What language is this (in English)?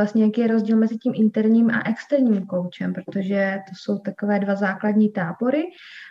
Czech